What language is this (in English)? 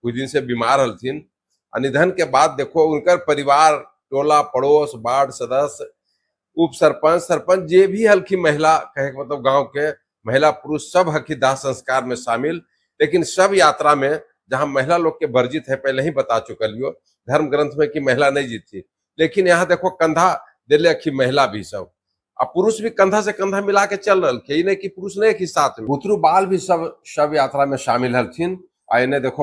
Magahi